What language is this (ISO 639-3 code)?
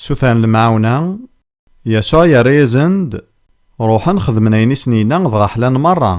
kab